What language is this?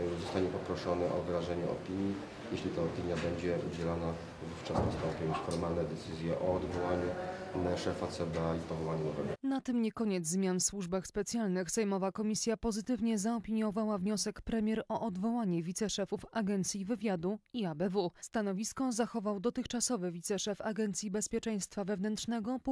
Polish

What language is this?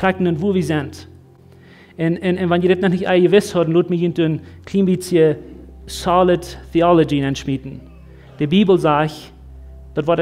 Plautdietsch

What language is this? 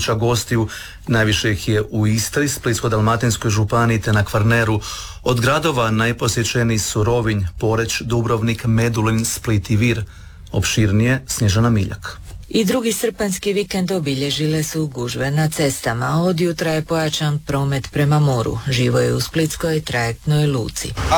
Croatian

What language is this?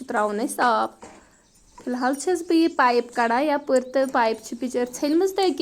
Kashmiri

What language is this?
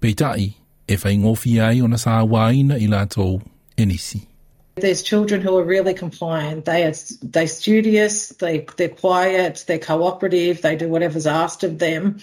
Samoan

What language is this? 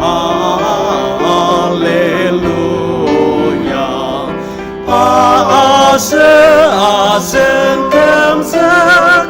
Ao Naga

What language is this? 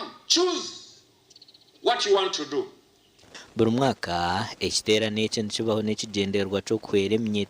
Nyankole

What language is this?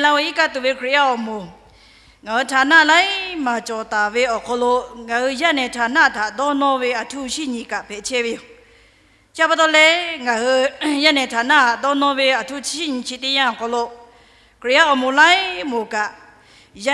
Lahu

